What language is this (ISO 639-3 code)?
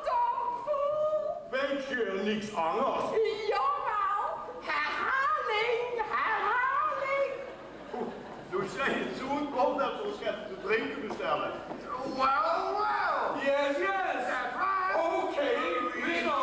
lim